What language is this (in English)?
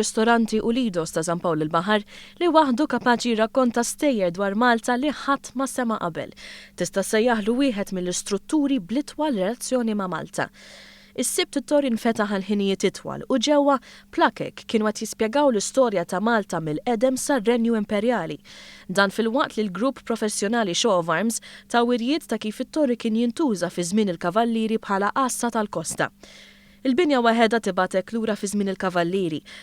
Maltese